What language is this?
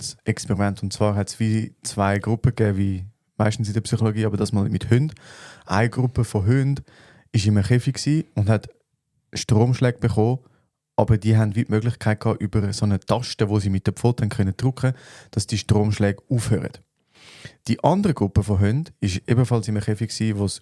Swiss German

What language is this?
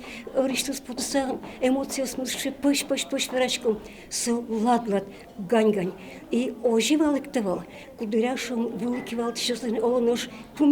Udmurt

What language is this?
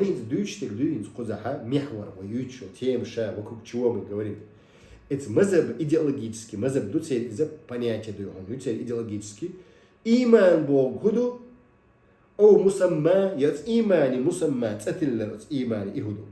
Chechen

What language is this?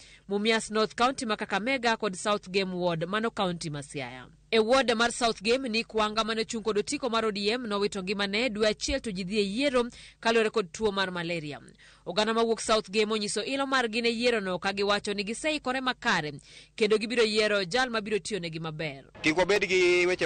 Luo (Kenya and Tanzania)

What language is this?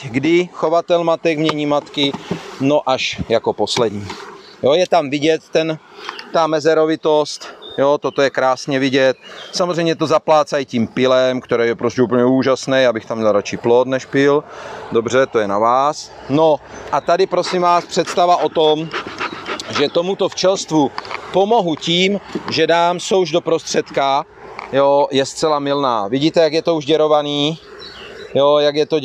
Czech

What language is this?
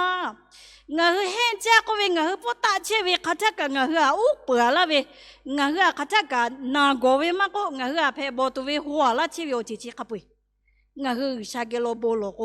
Lahu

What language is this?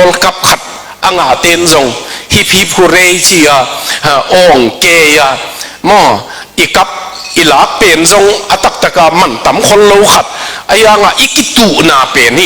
Tedim Chin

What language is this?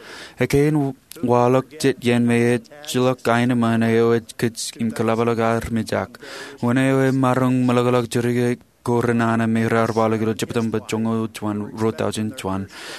Marshallese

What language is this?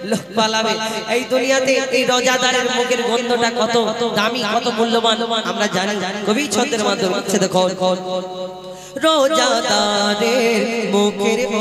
Bangla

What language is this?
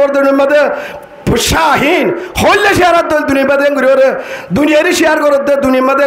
Rohingya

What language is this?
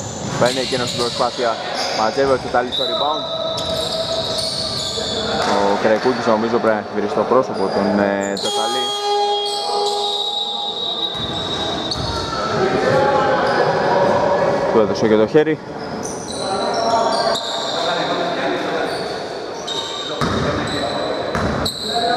Greek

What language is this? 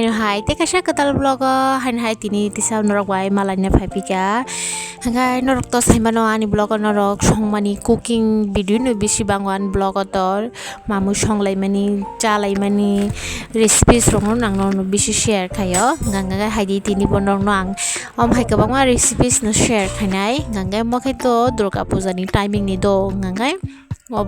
Kok Borok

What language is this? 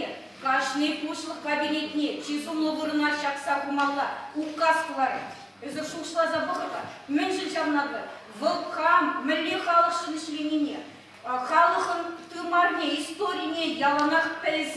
Chuvash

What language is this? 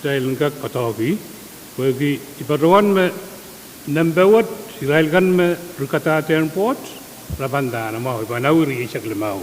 Pohnpeian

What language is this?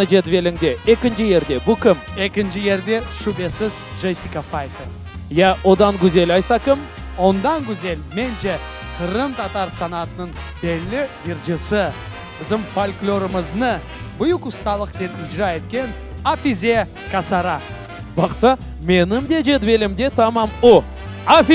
Crimean Tatar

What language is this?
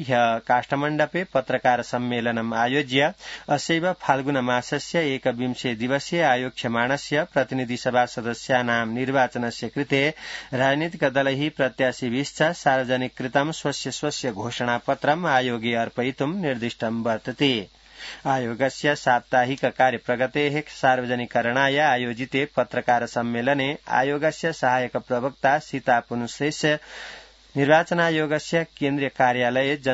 Sanskrit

